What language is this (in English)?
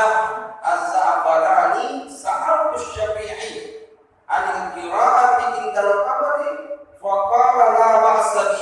Buginese